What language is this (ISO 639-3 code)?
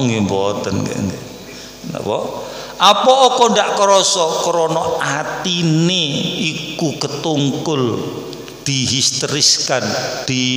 jav